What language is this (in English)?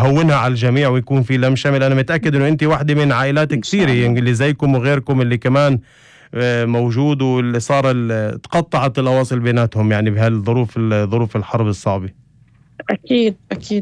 North Levantine Arabic